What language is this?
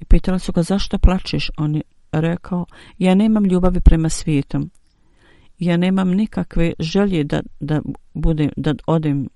Bosnian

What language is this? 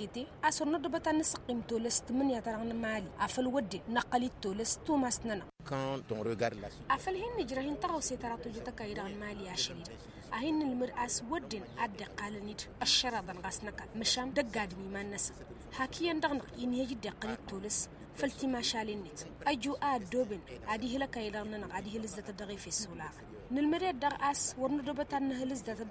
Tamasheq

